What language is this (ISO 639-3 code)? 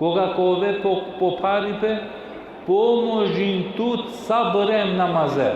rmn